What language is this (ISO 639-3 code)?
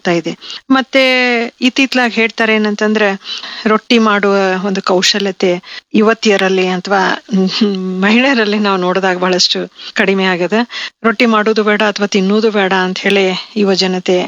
kan